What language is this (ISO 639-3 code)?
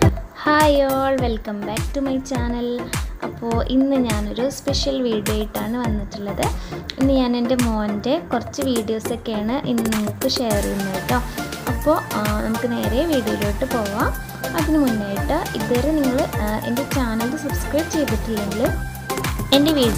mal